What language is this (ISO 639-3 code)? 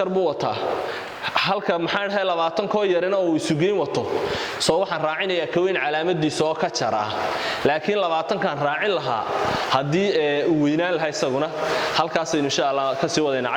som